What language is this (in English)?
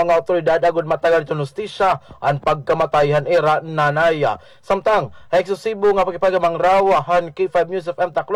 Waray